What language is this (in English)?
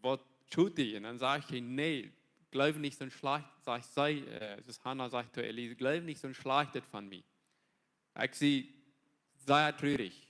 Plautdietsch